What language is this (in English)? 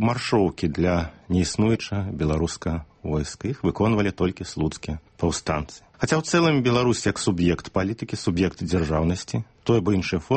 Belarusian